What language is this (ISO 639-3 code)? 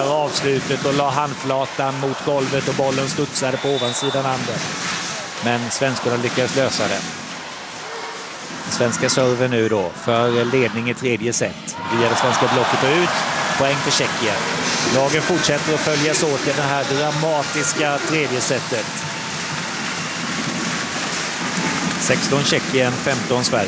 swe